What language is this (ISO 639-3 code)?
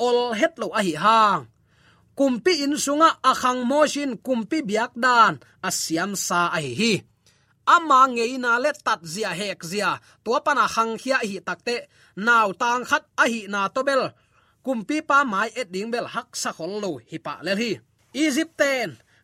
ctd